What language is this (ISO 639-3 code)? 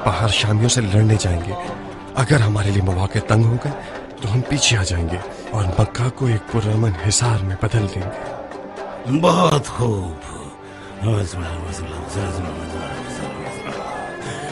urd